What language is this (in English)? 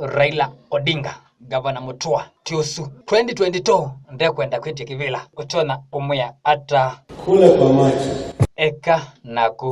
Kamba